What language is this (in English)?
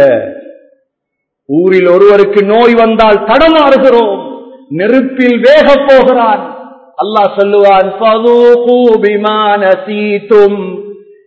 Tamil